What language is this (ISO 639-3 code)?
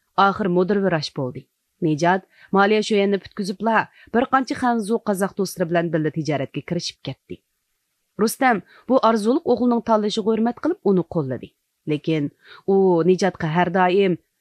uig